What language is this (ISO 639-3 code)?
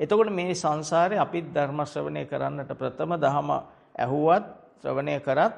sin